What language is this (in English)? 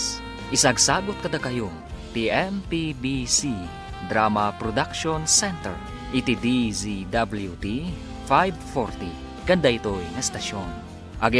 Iloko